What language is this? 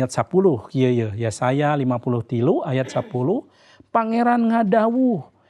Sundanese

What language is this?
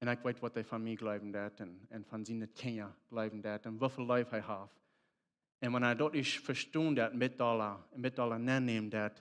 Plautdietsch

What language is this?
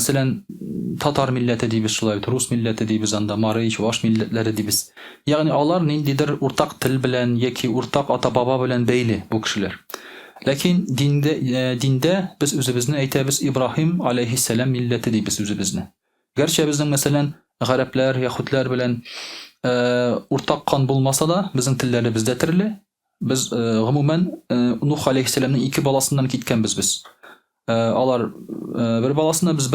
Tatar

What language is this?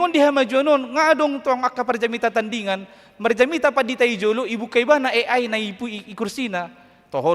Batak Toba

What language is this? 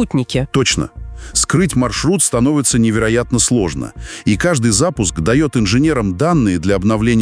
Russian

